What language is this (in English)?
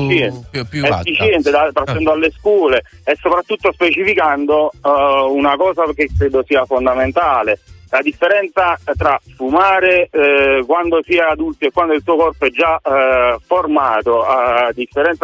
Italian